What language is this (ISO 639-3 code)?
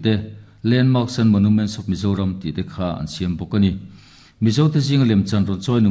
lus